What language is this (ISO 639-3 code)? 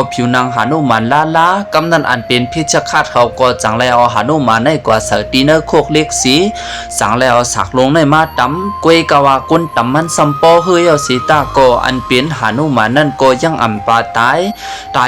shn